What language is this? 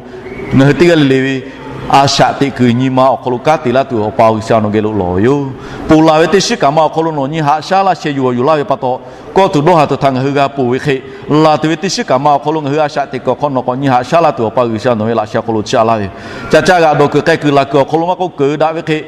Lahu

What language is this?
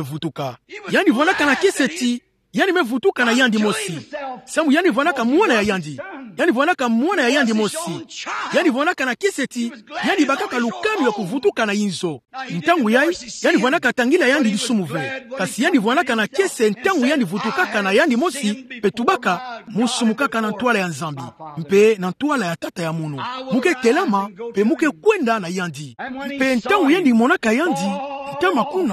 Kituba (Democratic Republic of Congo)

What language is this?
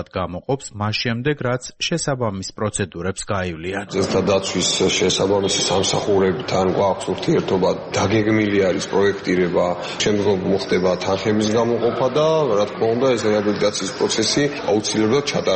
Georgian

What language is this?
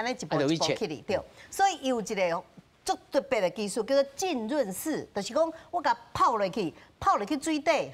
Min Nan Chinese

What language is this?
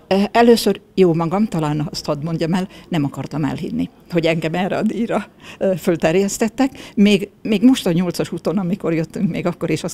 Hungarian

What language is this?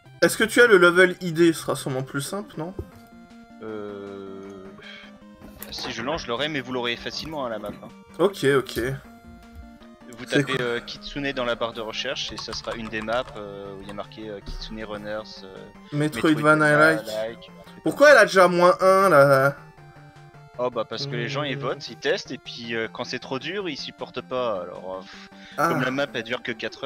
French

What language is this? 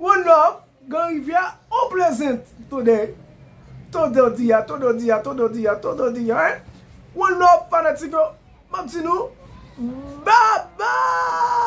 Haitian Creole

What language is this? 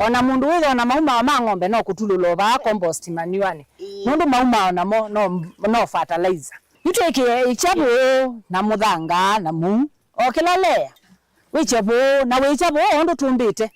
Kamba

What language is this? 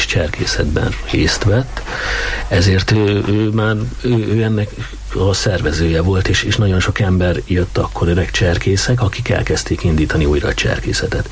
Hungarian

